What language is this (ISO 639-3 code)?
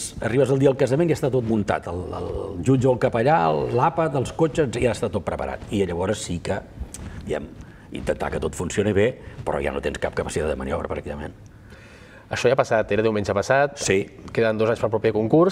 cat